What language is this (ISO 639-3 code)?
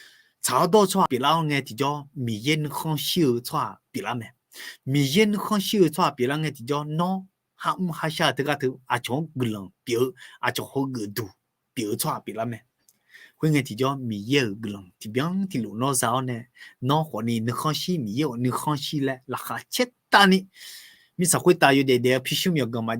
ahk